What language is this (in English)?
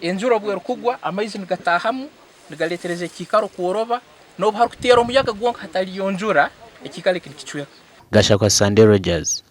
Nyankole